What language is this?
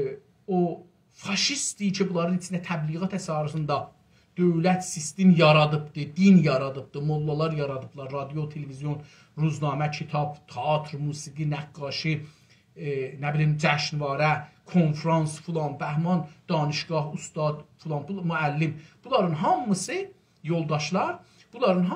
South Azerbaijani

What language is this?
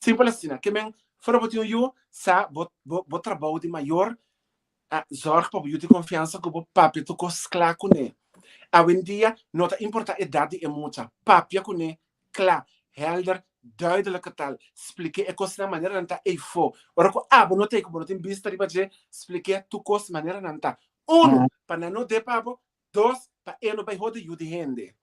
Papiamento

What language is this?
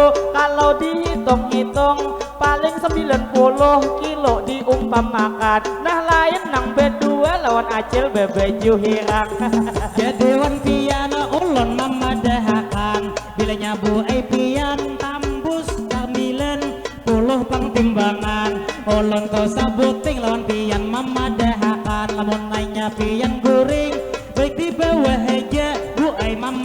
Banjar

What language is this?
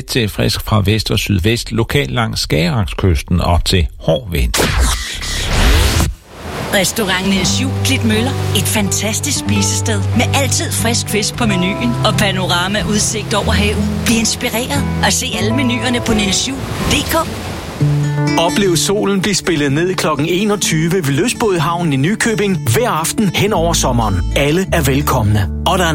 Danish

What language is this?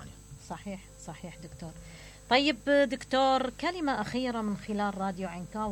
Mesopotamian Arabic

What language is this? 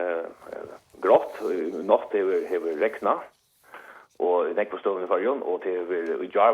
Faroese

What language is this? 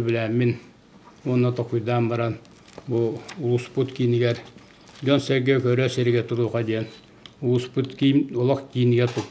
Yakut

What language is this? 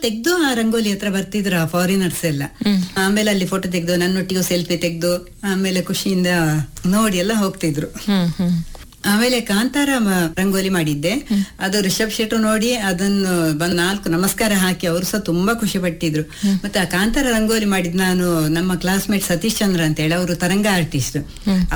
Kannada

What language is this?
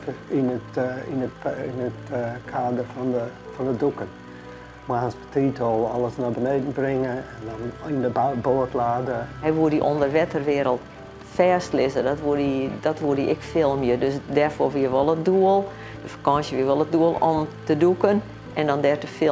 Western Frisian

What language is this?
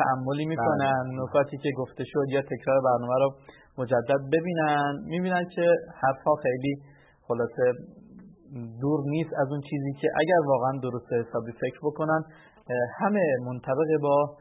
Persian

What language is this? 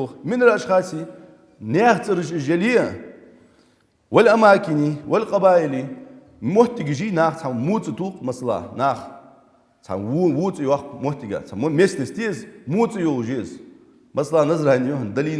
Ingush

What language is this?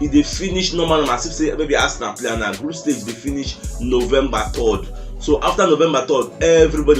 Nigerian Pidgin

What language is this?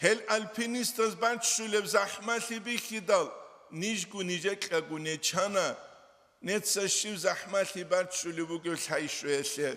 Avaric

